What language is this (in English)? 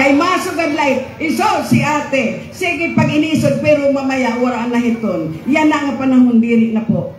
Waray